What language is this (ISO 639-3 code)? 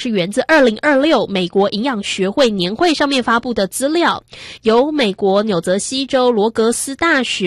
zho